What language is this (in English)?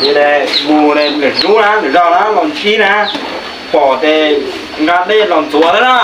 Hmong